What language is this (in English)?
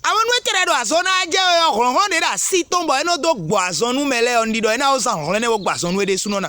Fon